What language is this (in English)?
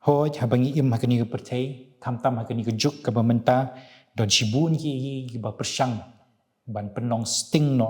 Khasi